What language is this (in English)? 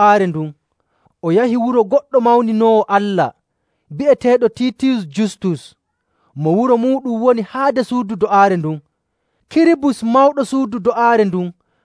Nigerian Fulfulde